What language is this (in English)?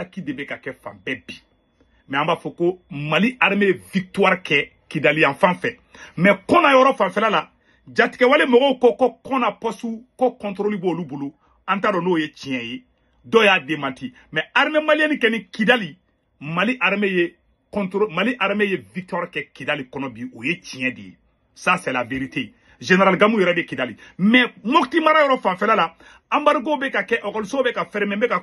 Bambara